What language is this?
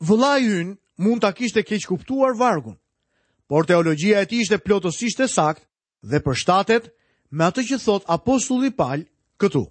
Albanian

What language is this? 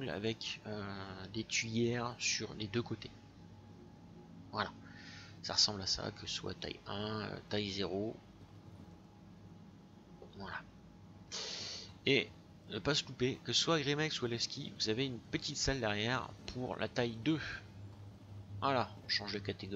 French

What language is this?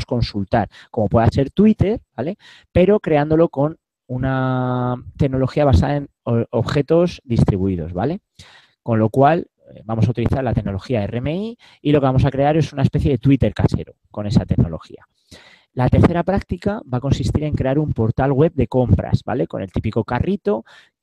Spanish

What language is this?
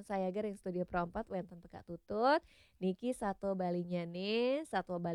Balinese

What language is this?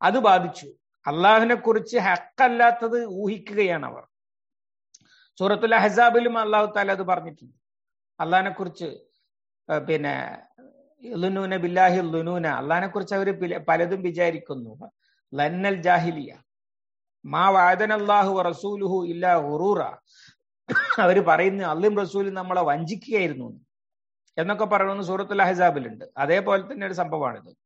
Malayalam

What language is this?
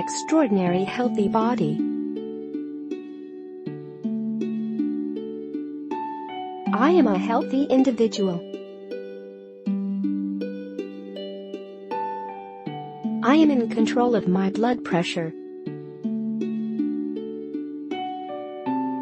English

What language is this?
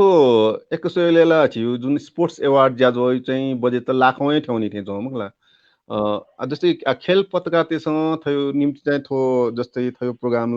Newari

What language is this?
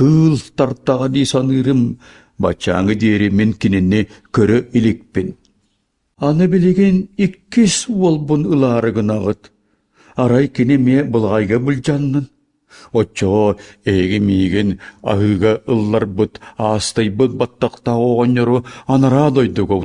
Yakut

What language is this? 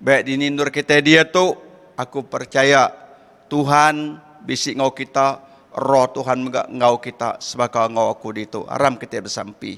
Iban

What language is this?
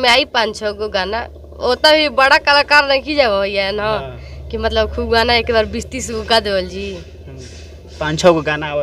Bhojpuri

